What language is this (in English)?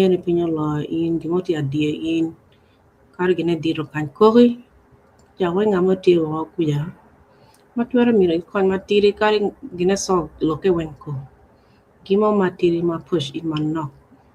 Acoli